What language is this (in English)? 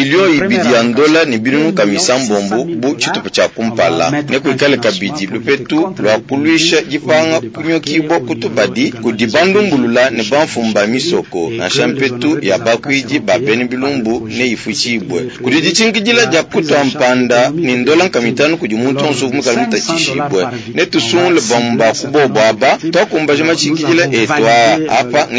Luba-Lulua